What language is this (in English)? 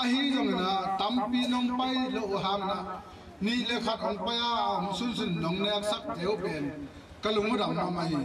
Tedim Chin